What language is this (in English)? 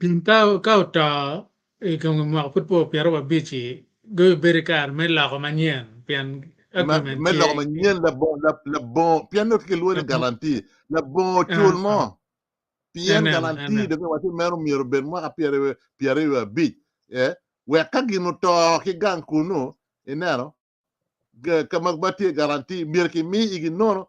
Acoli